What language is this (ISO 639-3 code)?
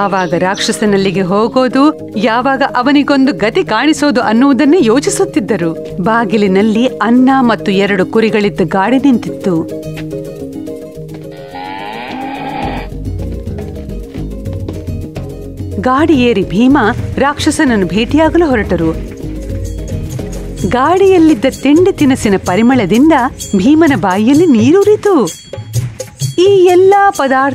kan